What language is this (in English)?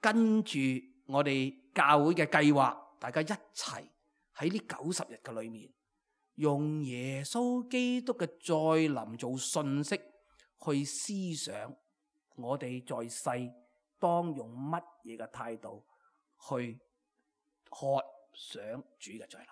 Cantonese